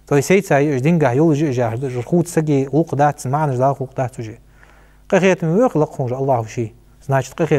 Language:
Ingush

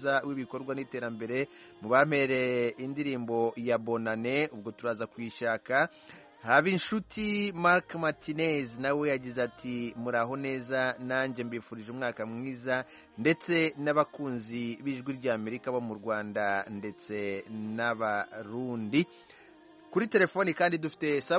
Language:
Kinyarwanda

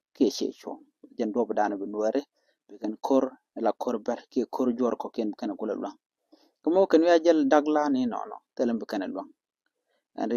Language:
Nuer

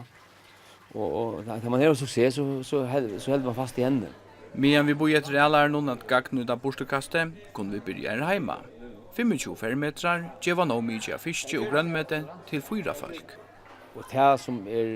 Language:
Faroese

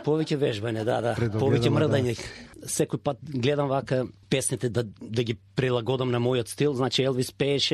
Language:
Macedonian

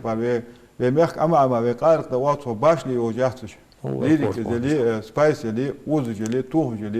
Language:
Ingush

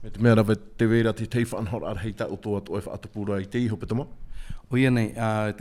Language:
Tahitian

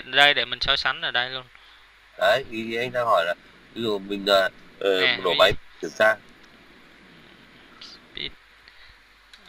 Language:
Vietnamese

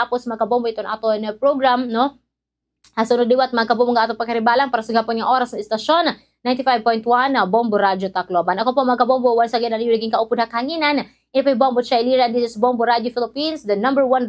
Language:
Waray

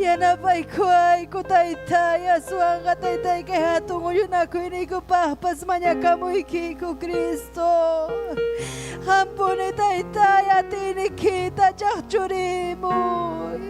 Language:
Ayacucho Quechua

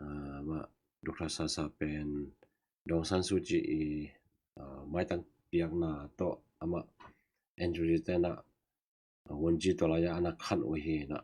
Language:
Tedim Chin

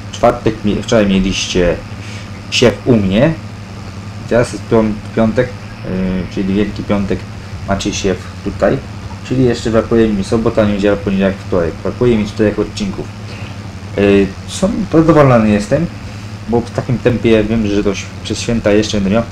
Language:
Polish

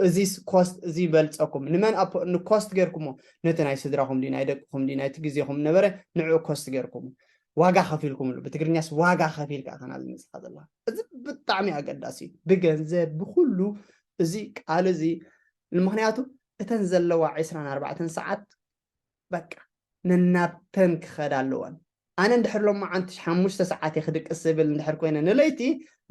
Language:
Tigrinya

